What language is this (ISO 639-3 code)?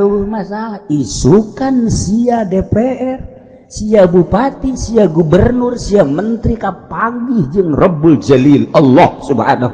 sun